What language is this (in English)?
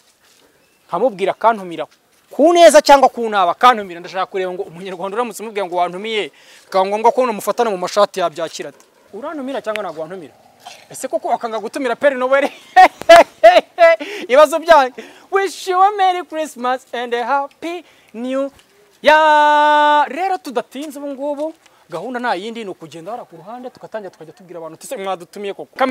Kinyarwanda